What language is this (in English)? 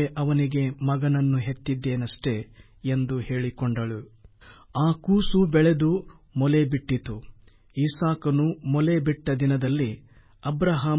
Kannada